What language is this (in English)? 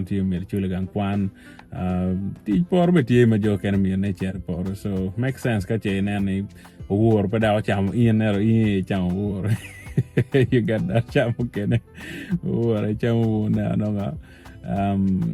Acoli